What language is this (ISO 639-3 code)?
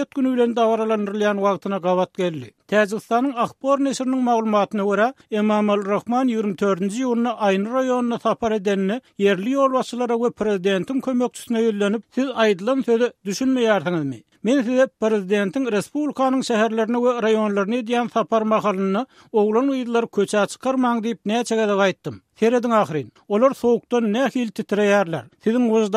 tuk